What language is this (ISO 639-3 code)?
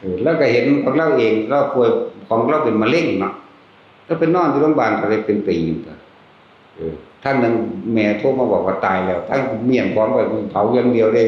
tts